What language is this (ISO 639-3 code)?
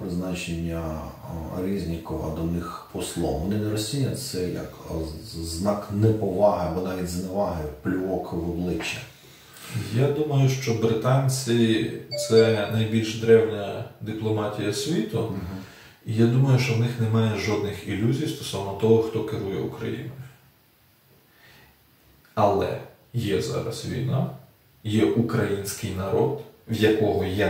ukr